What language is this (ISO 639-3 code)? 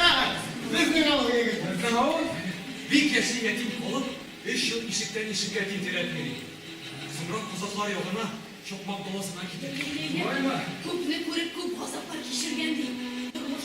tat